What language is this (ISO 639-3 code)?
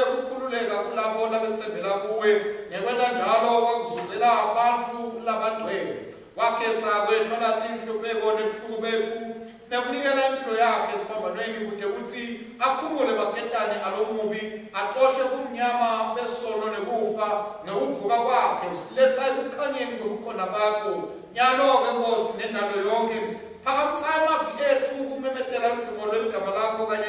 ssw